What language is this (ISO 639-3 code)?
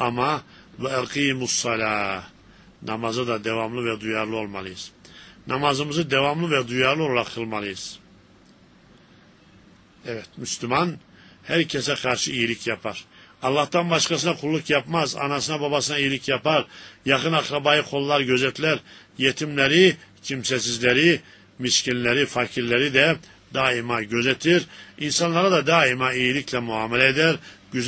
tur